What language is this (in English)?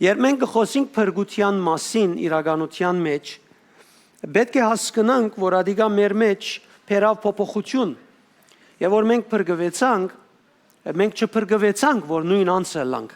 Western Armenian